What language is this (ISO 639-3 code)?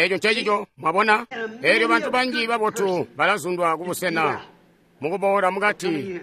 toi